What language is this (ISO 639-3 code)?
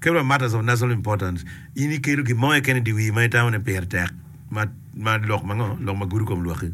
ach